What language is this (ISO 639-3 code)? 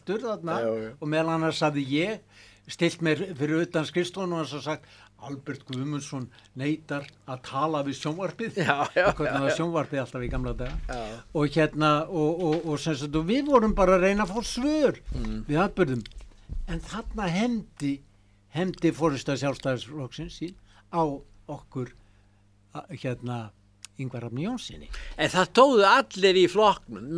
isl